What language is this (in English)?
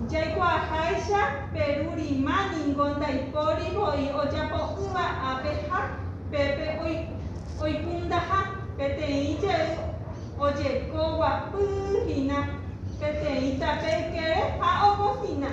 Guarani